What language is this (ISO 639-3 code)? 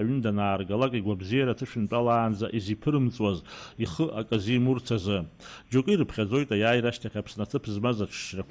abk